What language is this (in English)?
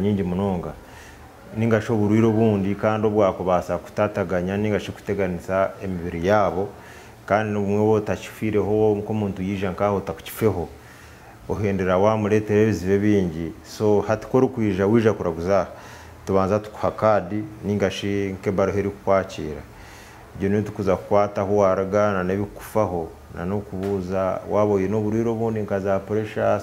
Nyankole